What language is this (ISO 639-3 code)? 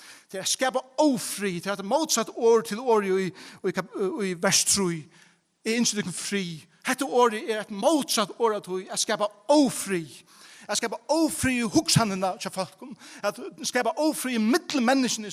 fao